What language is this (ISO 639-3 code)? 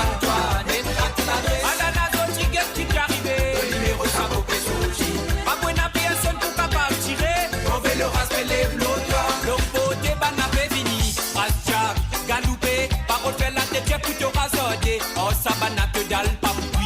mfe